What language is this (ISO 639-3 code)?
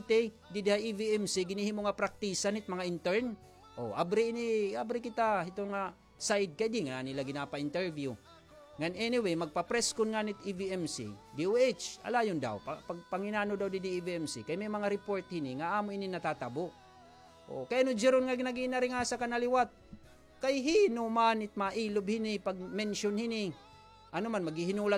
war